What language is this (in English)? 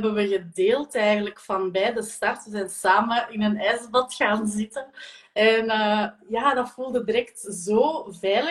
Dutch